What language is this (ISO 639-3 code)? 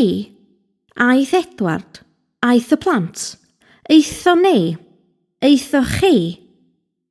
cym